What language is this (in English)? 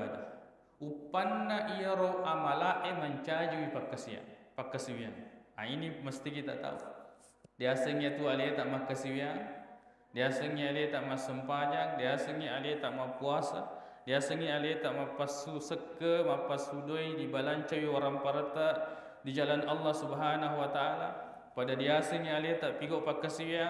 Buginese